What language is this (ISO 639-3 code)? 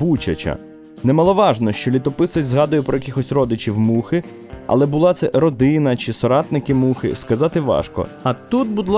ukr